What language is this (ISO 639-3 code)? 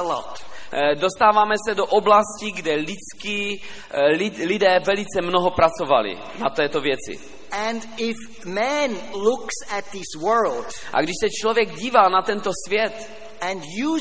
ces